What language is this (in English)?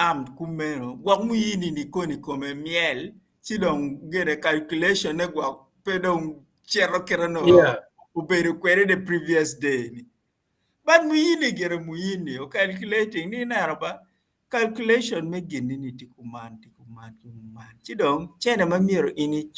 Acoli